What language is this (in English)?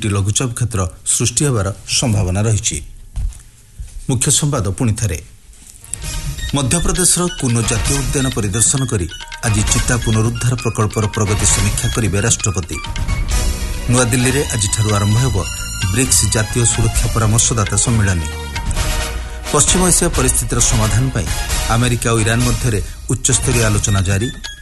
Odia